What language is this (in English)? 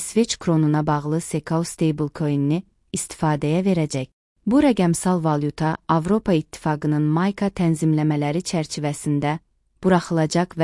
Azerbaijani